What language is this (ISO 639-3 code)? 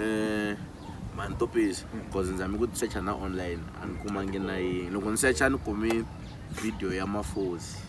tso